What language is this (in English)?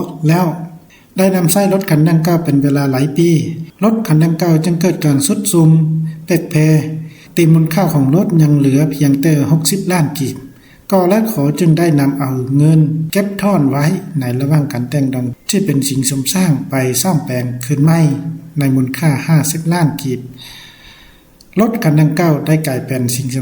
Lao